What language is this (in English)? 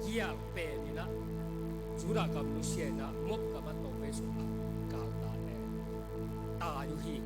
Tedim Chin